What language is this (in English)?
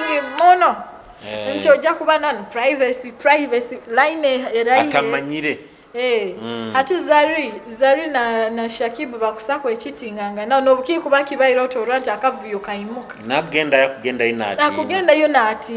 Nyoro